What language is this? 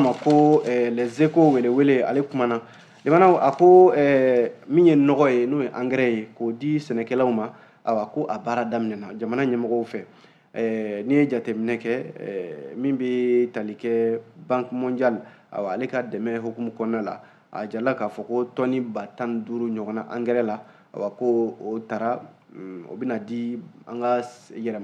Bambara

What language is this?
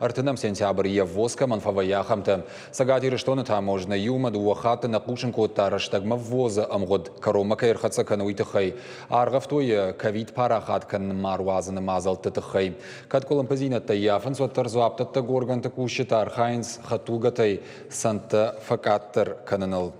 Ossetic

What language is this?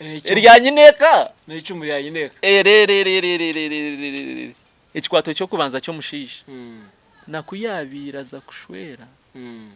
Nyankole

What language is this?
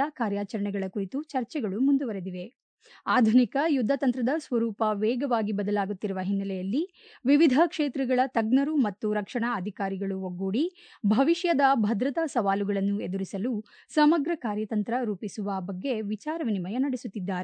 Kannada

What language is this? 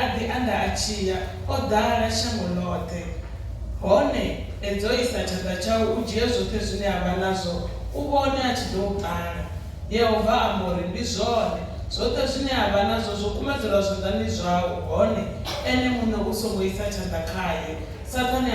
Venda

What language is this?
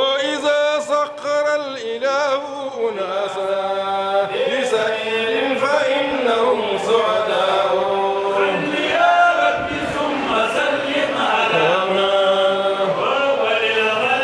Fula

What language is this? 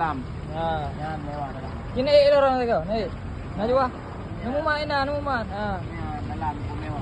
Achinese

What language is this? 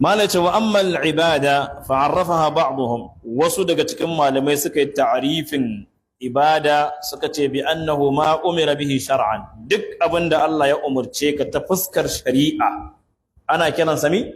Hausa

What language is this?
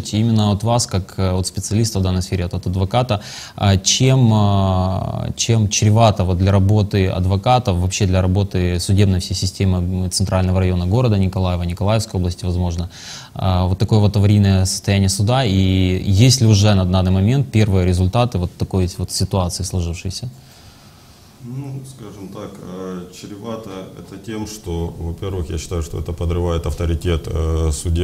Russian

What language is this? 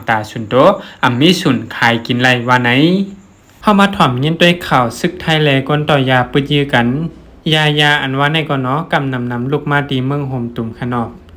Shan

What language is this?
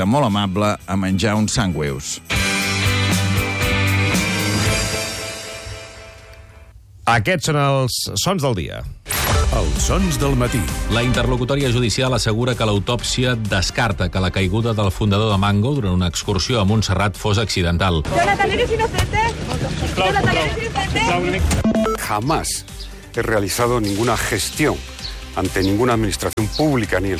Catalan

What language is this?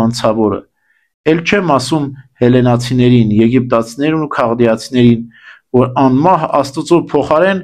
Armenian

